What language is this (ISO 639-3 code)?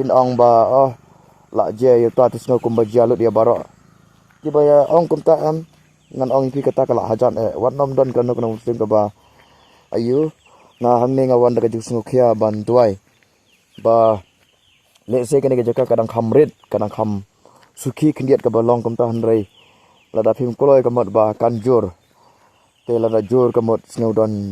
kha